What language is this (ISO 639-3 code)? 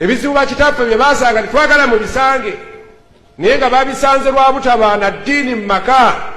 lug